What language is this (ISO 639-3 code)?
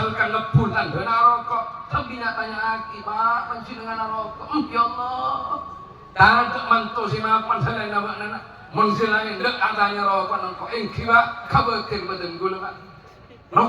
mad